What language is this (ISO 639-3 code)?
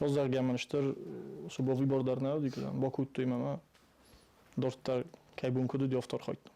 oss